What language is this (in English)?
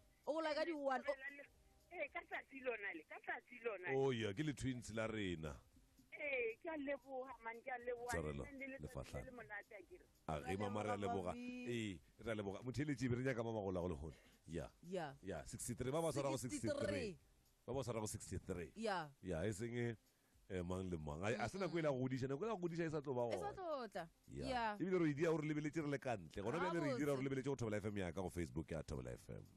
Tswana